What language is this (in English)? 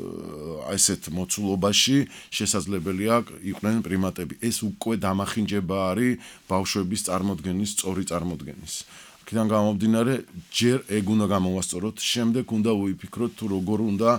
Georgian